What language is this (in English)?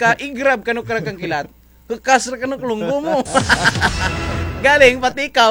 Kinaray-a